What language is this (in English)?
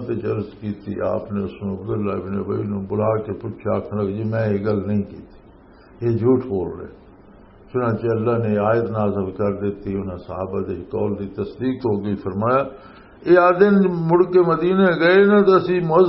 Western Panjabi